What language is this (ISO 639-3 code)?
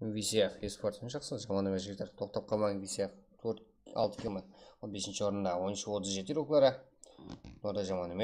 kaa